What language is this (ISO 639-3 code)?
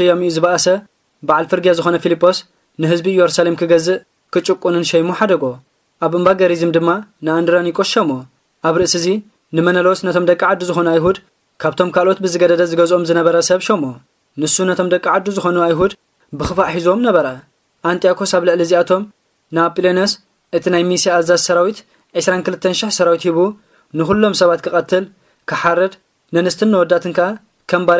tir